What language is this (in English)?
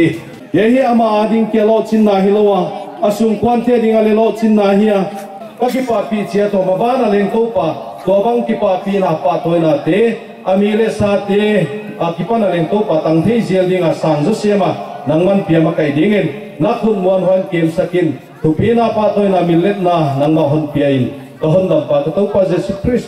Paite Chin